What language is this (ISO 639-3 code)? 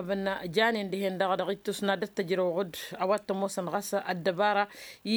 taq